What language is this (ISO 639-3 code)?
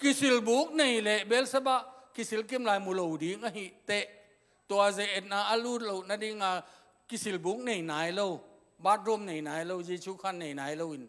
ctd